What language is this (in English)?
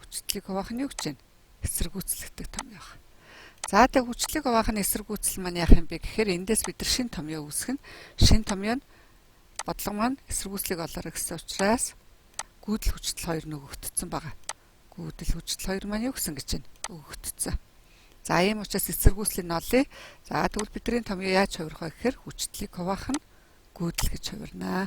Mongolian